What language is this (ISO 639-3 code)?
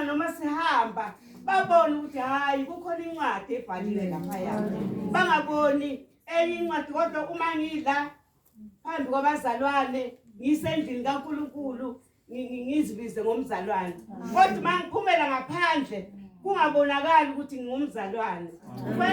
zul